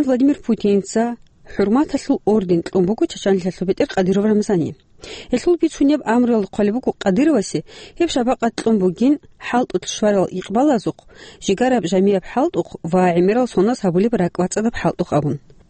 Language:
Avaric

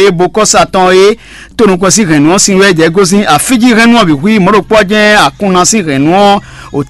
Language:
Fon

